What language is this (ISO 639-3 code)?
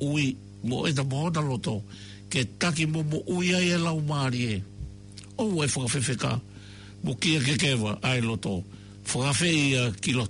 ton